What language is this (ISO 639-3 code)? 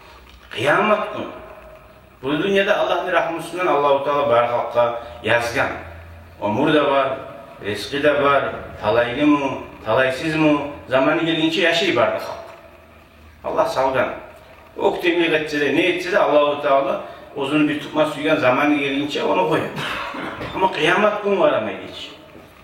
kum